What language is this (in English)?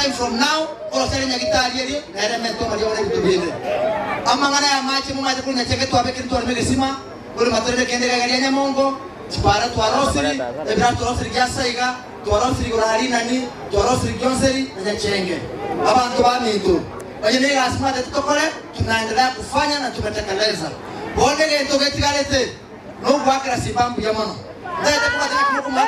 Gusii